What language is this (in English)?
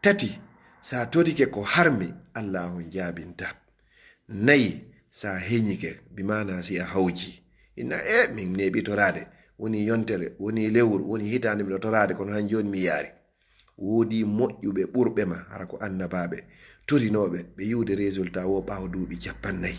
Fula